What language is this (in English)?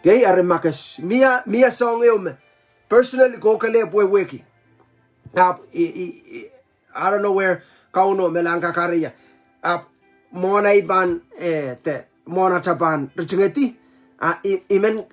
Pohnpeian